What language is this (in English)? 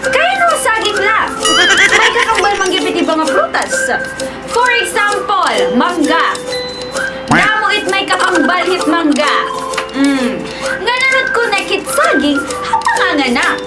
Waray